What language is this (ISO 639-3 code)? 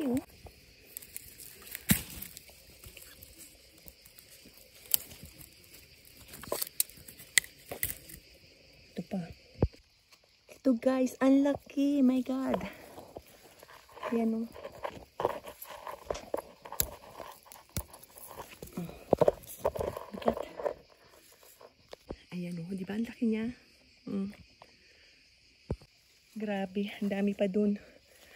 fil